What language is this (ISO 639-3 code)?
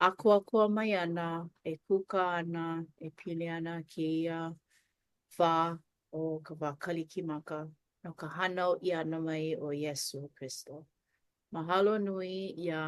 haw